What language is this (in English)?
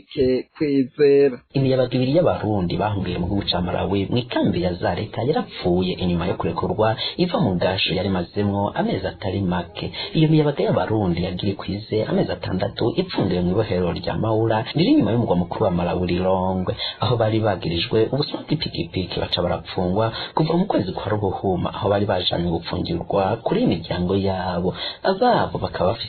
Rundi